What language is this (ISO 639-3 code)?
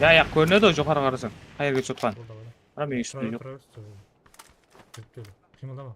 kaa